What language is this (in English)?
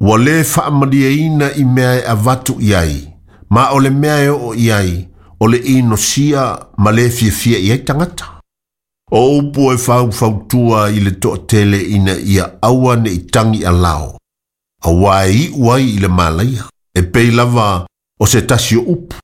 Samoan